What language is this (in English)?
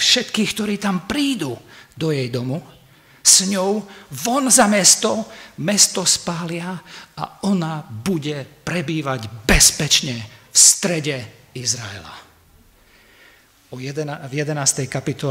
Slovak